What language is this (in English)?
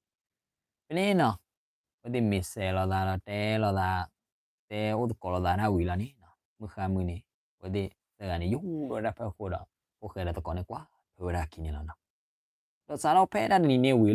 S'gaw Karen